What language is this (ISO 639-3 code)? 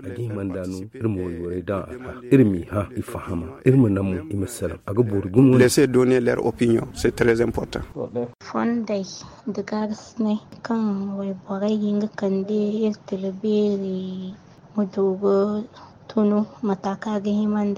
dje